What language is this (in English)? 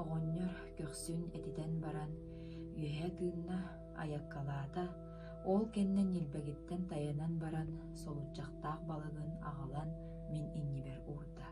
Yakut